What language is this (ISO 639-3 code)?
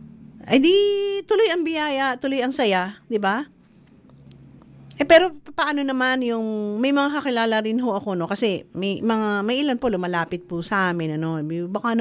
fil